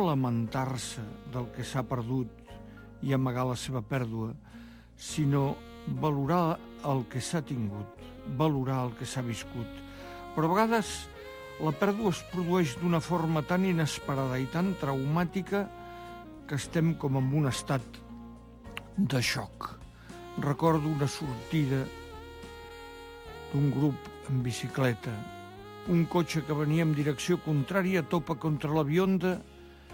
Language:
Catalan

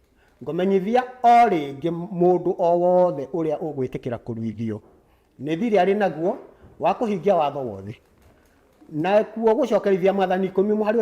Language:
Kikuyu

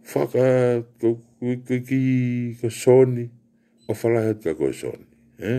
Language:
Tongan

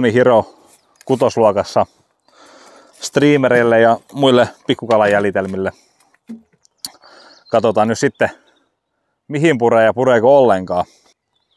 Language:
Finnish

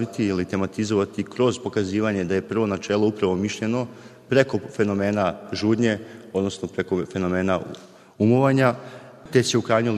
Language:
Serbian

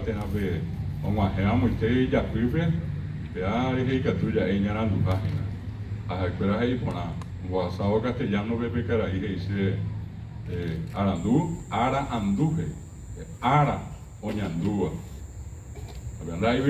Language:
Guarani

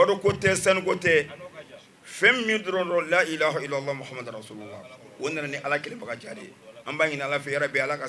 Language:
Bambara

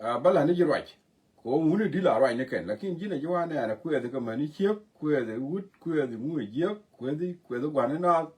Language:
Nuer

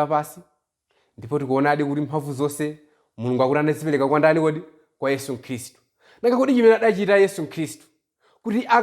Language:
Nyanja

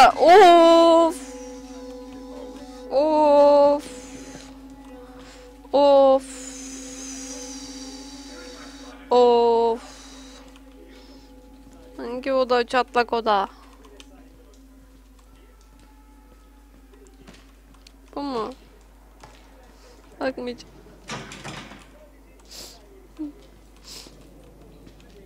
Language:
Turkish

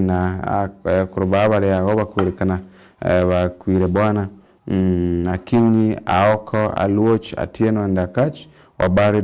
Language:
Meru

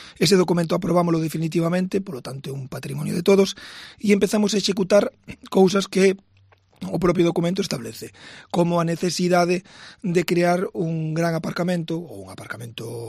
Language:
Galician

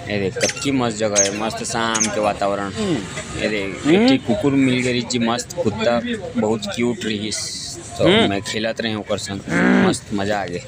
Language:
Chhattisgarhi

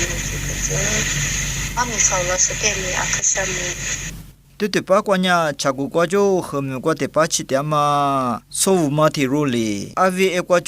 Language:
Lisu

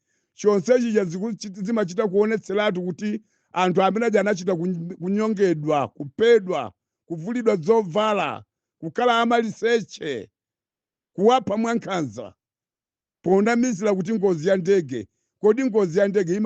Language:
Nyanja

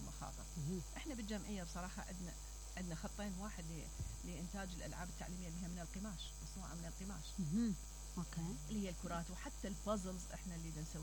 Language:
Mesopotamian Arabic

